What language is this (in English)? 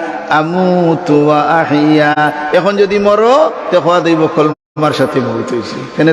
Sylheti